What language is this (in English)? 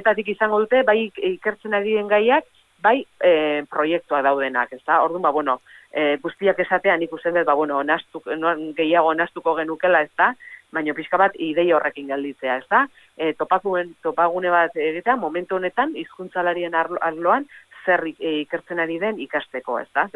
Basque